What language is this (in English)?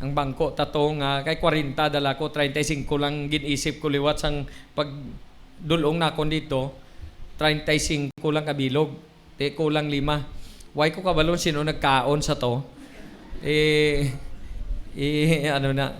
Hiligaynon